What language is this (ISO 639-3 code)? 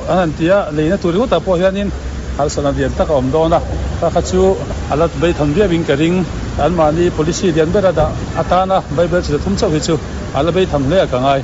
lus